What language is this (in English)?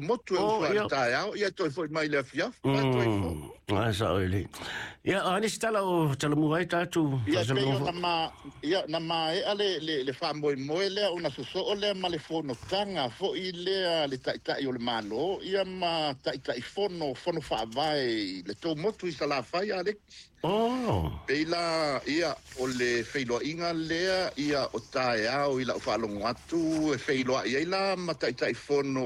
Samoan